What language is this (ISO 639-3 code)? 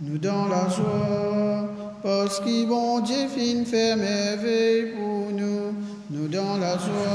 mfe